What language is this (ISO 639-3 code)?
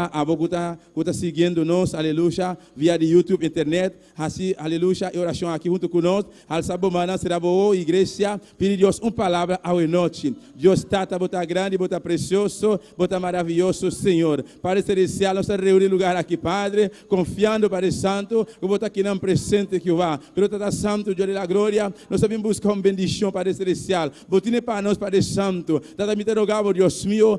pap